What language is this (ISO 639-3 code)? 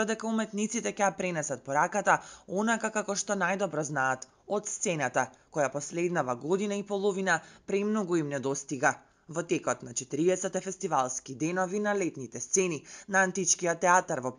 mkd